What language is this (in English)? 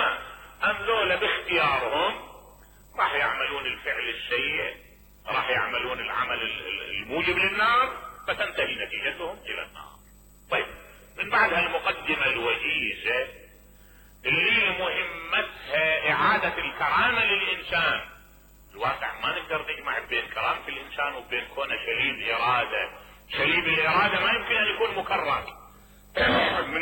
Mesopotamian Arabic